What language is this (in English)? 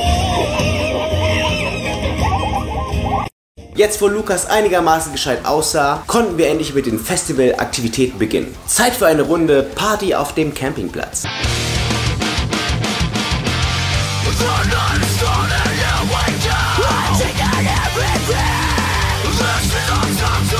German